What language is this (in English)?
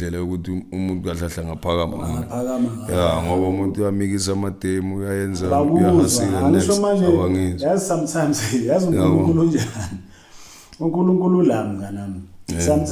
Zulu